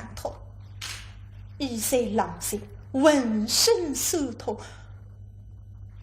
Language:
Wu Chinese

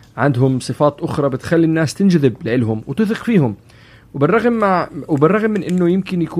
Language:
North Levantine Arabic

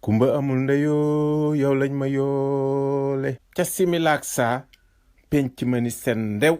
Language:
Wolof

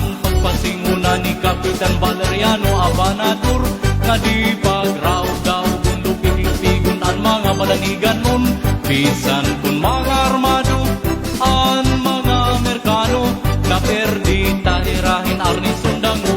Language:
Waray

